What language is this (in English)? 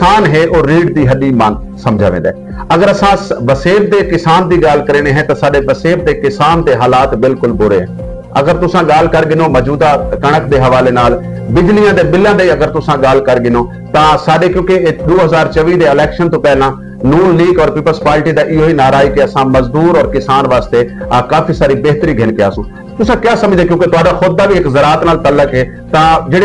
Saraiki